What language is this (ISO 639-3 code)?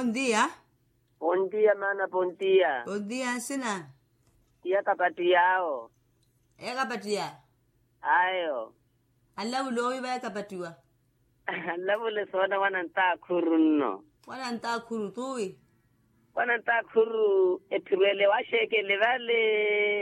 vmw